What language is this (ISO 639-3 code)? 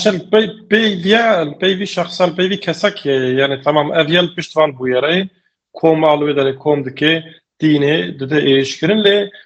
kur